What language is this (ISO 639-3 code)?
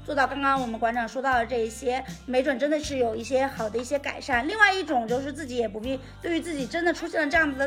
zho